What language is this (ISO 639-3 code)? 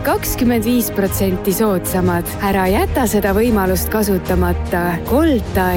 est